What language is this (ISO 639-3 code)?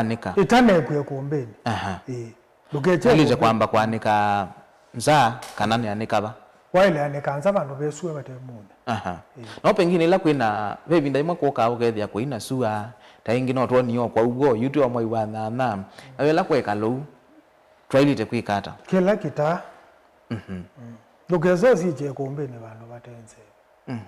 kam